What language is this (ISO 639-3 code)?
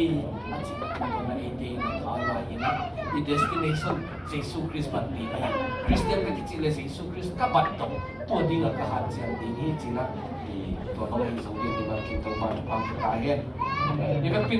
ctd